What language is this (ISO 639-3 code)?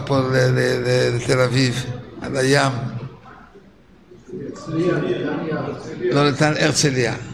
heb